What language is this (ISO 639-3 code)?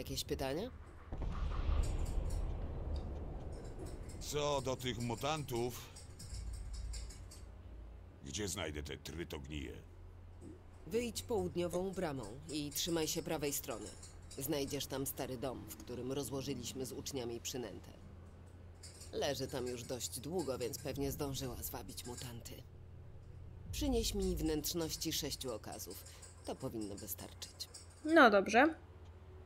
pol